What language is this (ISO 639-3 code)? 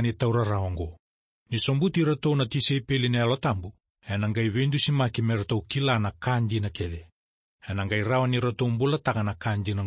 fij